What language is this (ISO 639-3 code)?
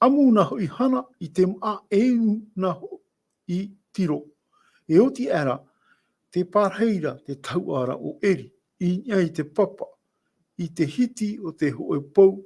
tah